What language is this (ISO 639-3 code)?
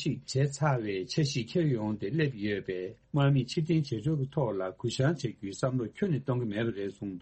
bod